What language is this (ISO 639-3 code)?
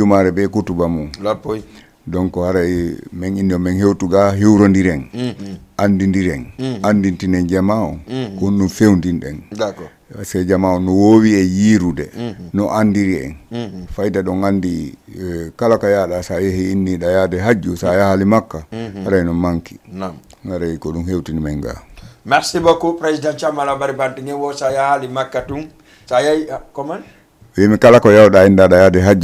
ful